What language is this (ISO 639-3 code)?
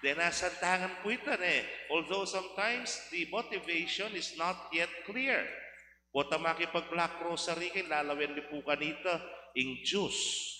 pam